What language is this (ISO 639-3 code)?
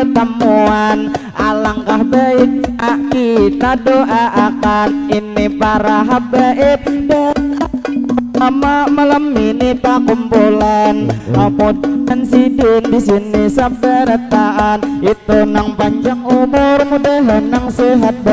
bjn